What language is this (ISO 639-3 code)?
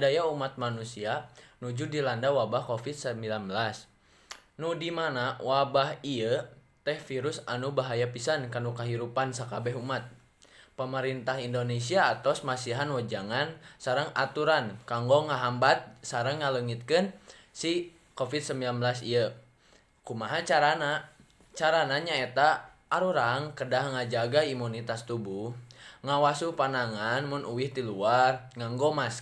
sun